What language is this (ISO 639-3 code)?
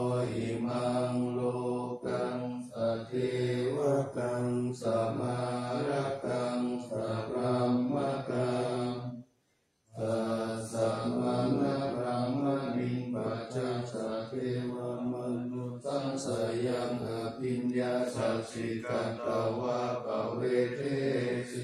pli